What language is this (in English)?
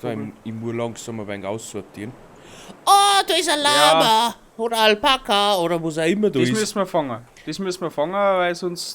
Bavarian